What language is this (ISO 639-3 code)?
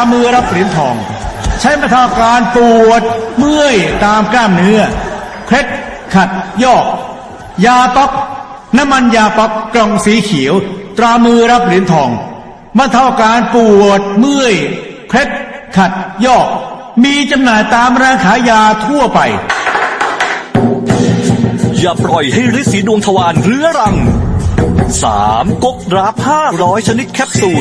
tha